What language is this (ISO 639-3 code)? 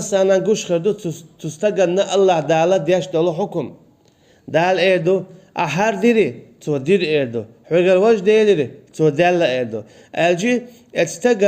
che